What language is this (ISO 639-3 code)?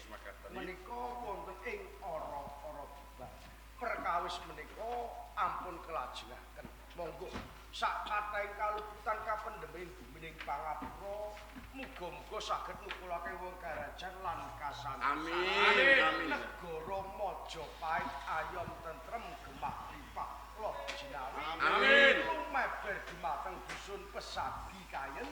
jav